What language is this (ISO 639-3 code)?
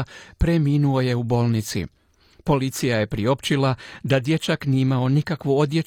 hrv